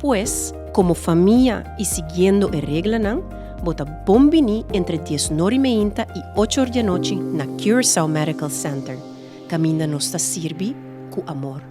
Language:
Papiamento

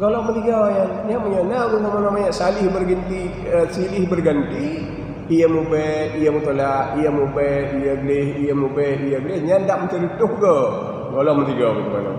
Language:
Achinese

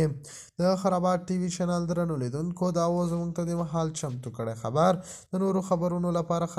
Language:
Pashto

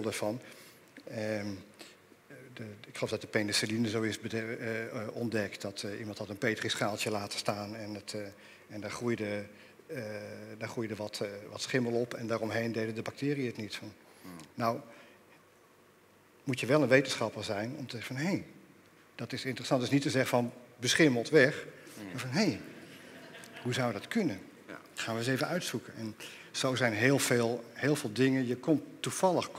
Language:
Dutch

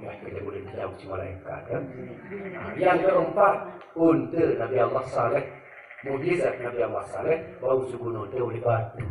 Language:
Sasak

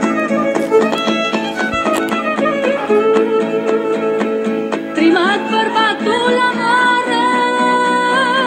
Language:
Romanian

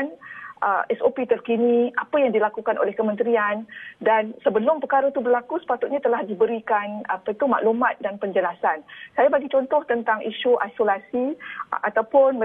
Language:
Malay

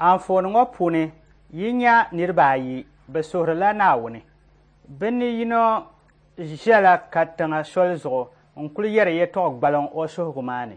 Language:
Dagbani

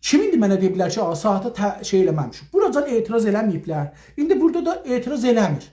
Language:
South Azerbaijani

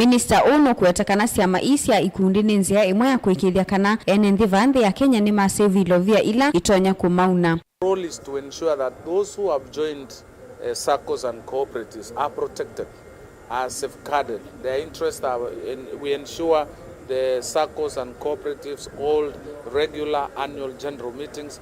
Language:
Kamba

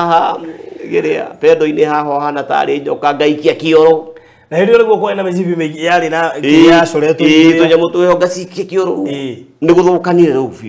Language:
Kikuyu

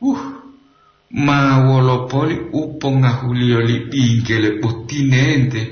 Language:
Gorontalo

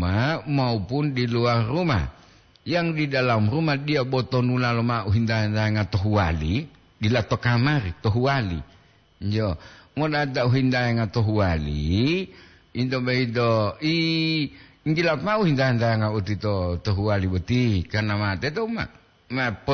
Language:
Gorontalo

